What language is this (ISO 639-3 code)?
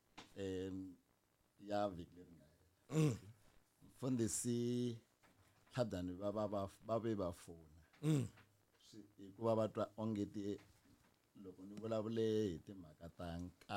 tso